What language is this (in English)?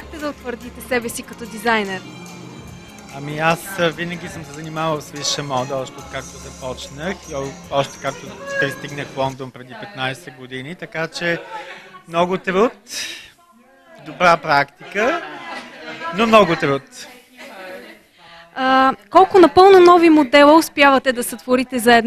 Bulgarian